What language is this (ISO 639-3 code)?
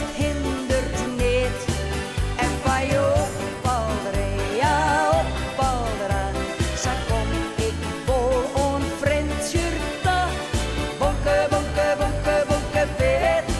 fry